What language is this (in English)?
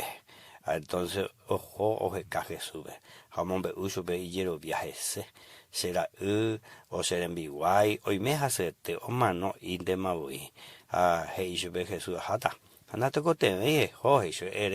Guarani